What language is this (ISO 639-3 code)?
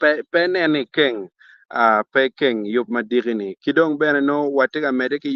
ach